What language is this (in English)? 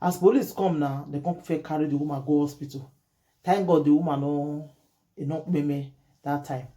Nigerian Pidgin